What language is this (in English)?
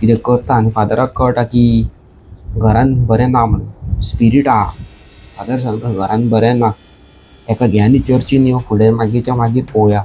Konkani